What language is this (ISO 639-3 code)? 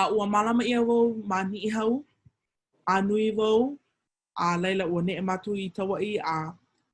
haw